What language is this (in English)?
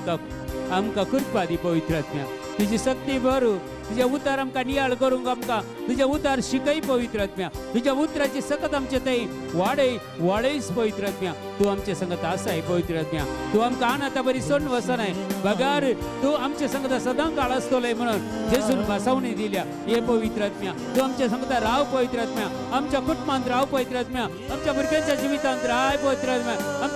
Konkani